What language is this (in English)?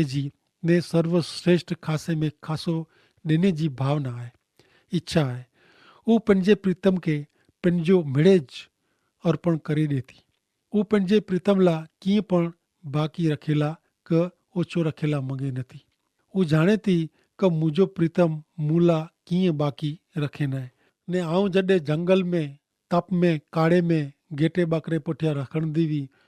Kachhi